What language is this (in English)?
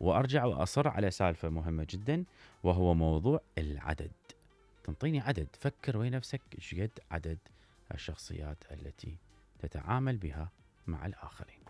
Mesopotamian Arabic